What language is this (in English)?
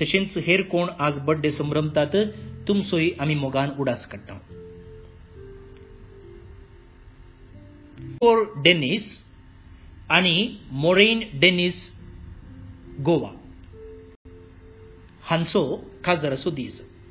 Konkani